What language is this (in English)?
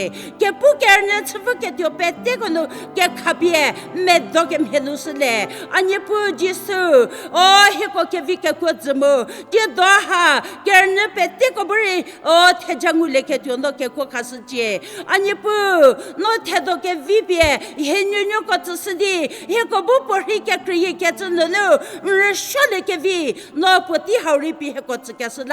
Angami Naga